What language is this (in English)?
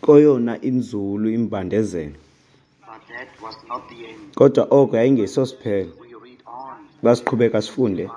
Xhosa